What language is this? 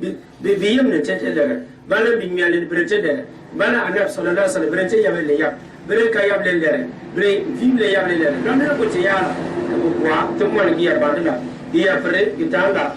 Gourmanchéma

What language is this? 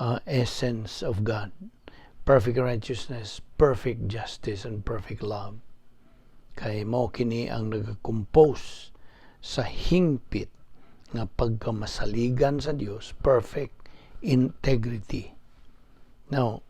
Cebuano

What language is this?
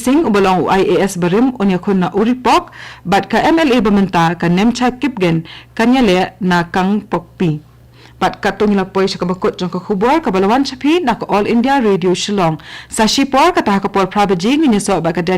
Khasi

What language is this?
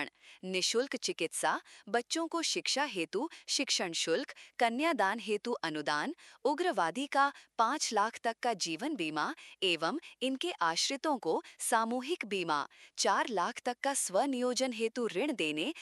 Hindi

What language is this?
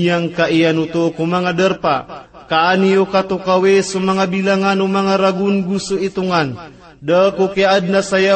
Maranao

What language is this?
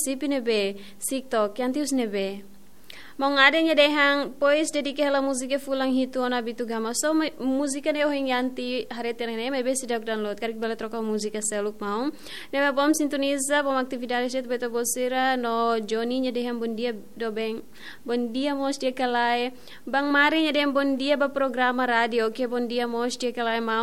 Tetum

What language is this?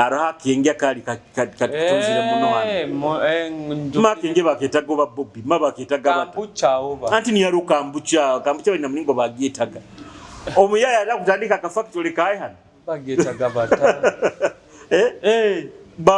Nyoro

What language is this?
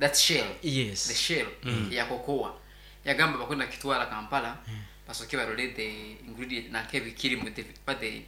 Nyankole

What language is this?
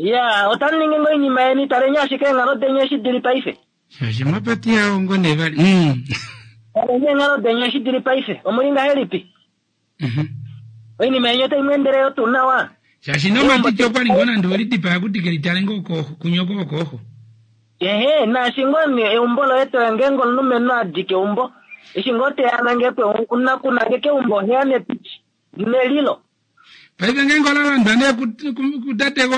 Kuanyama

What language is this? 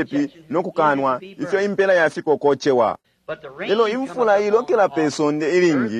Bemba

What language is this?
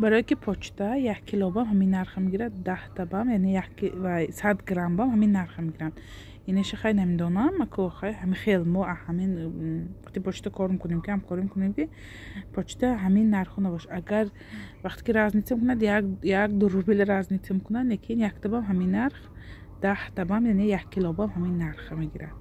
Tajik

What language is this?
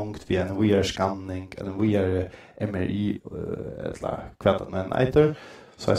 Faroese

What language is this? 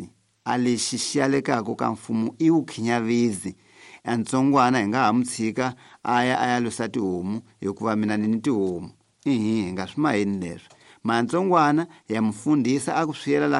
Tsonga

